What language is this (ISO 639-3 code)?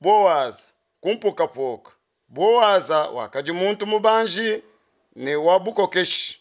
lua